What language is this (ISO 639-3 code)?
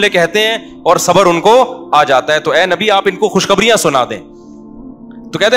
urd